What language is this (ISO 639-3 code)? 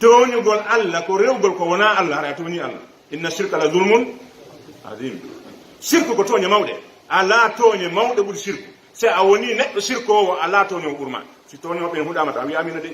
fuf